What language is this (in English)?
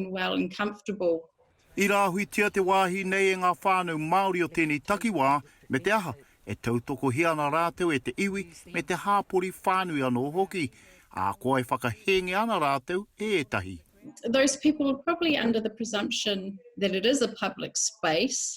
Māori